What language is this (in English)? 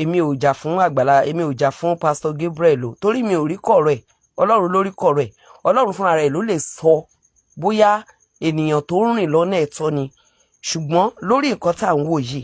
Yoruba